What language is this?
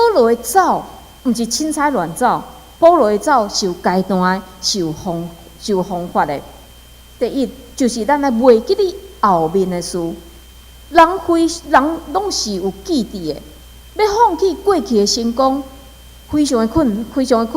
Min Nan Chinese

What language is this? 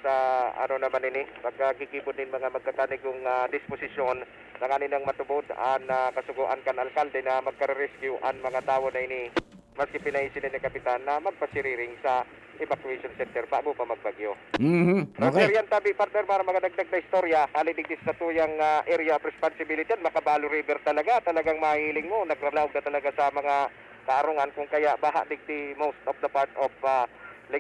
Bikol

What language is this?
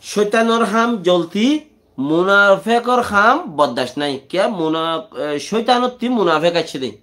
Rohingya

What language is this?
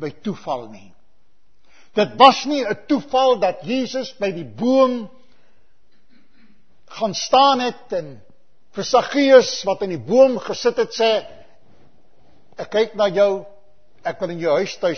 Afrikaans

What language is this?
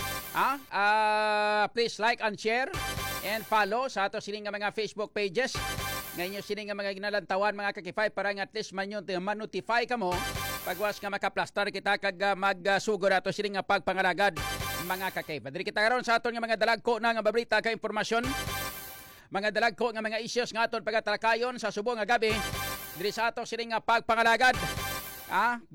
Hiligaynon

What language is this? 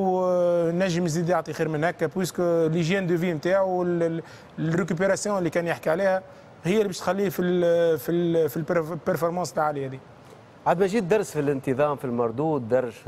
Tunisian Arabic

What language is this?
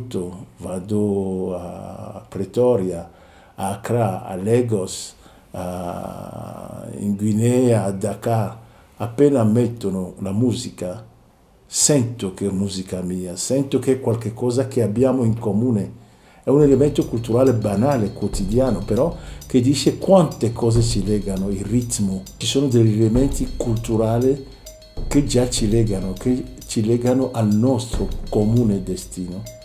Italian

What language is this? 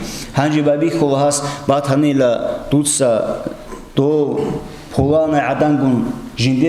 Avaric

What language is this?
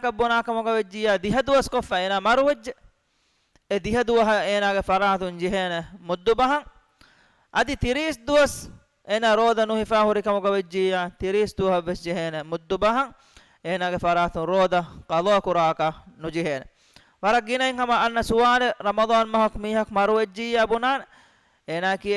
Divehi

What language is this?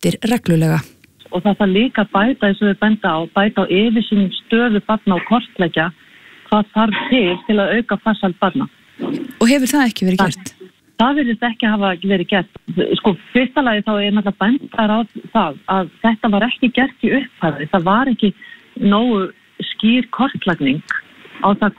Icelandic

